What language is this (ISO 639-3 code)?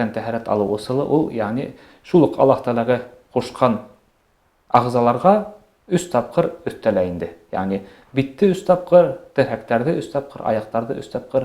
bak